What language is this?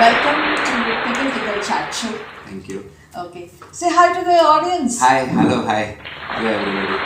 Konkani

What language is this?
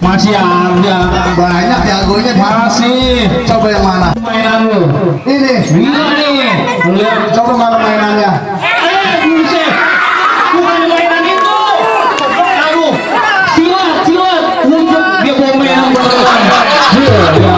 Betawi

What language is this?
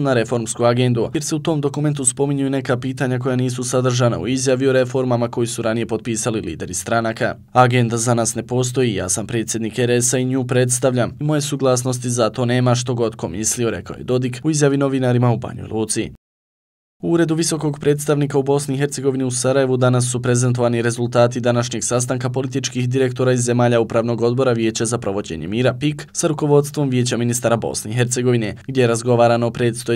Bosnian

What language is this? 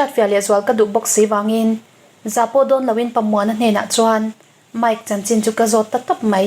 Mizo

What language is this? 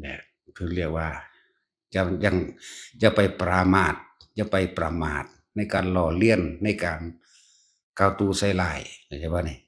Northeastern Thai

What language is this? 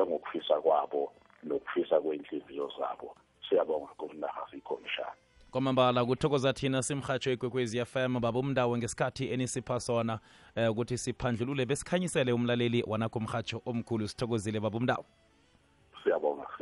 South Ndebele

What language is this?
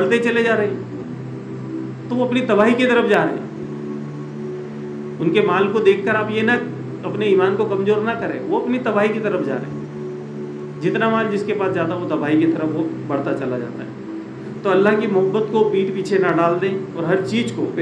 Urdu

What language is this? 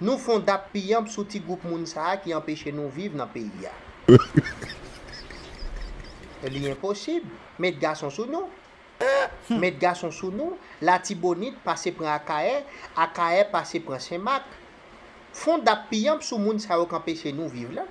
Haitian Creole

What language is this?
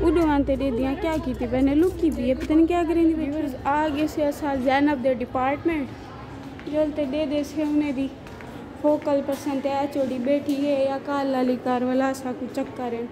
Saraiki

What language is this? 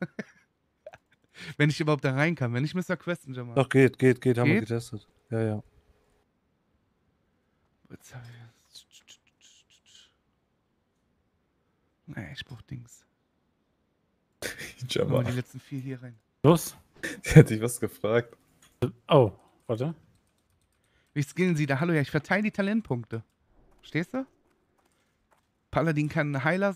German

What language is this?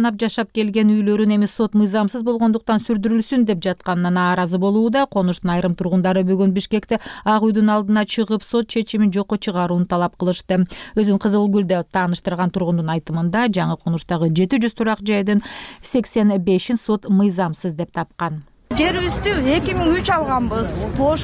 Kyrgyz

